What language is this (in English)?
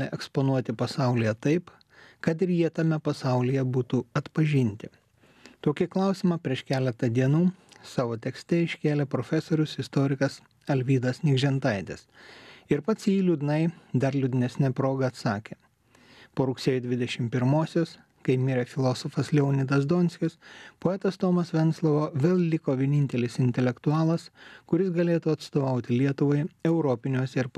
Lithuanian